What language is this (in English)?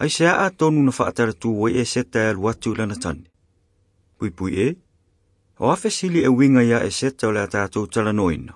Samoan